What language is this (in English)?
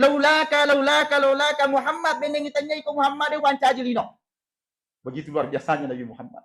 Buginese